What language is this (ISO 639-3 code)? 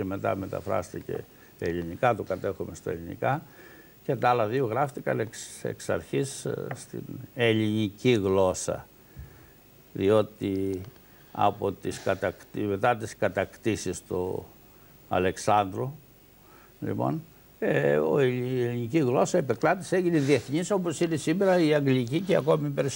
ell